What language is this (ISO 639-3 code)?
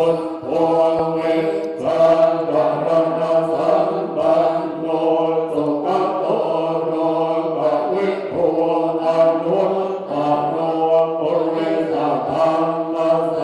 pli